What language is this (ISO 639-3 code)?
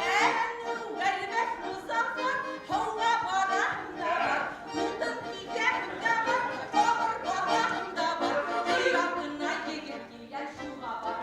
bak